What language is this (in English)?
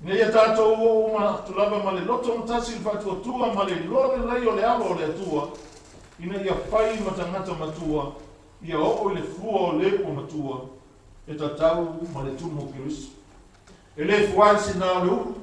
Samoan